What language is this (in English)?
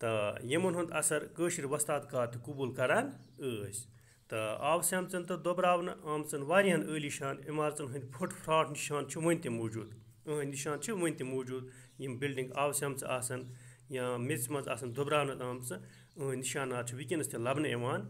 Kashmiri